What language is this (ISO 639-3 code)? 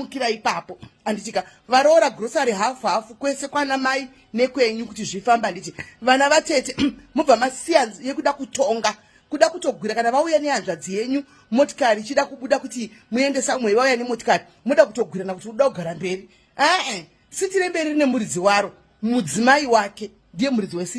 sna